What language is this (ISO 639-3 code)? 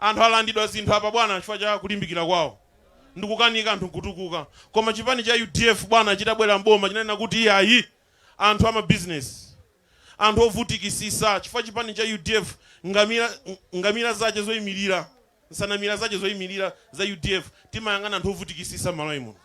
nya